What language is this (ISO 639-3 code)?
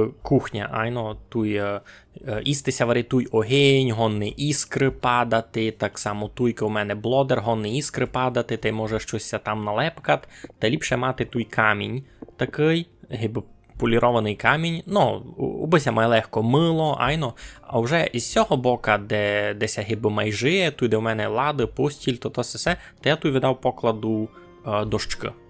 rue